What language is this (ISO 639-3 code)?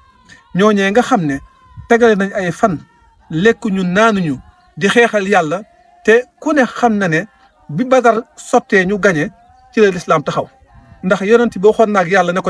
wol